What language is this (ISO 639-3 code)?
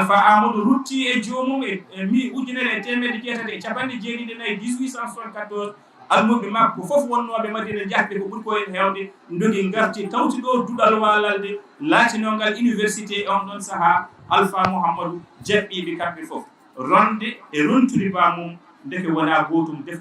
ful